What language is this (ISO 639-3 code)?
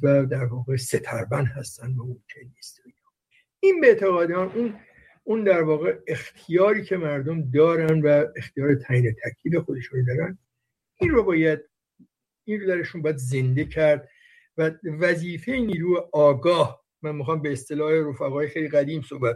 fas